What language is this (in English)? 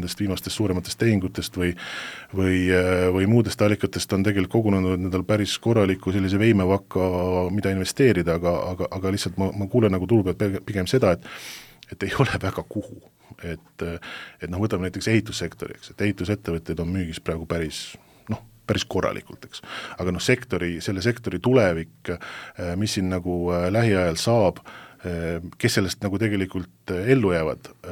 Estonian